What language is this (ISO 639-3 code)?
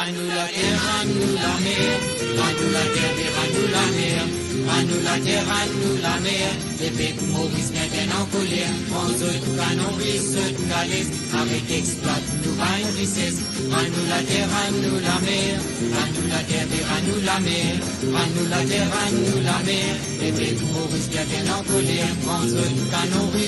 mfe